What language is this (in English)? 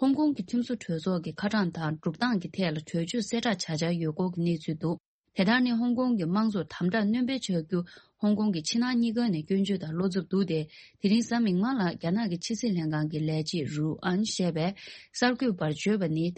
Tibetan